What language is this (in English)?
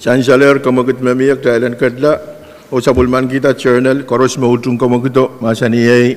Pohnpeian